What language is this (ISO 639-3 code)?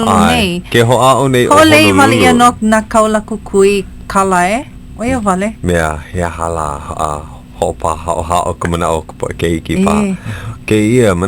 haw